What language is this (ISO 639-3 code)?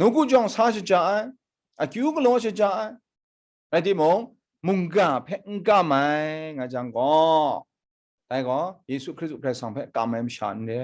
kac